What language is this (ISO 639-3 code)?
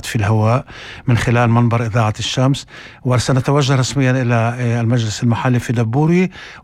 apc